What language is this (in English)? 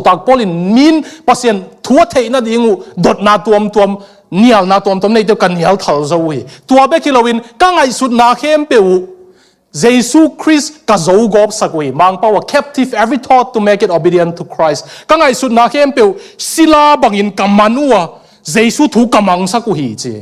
Tedim Chin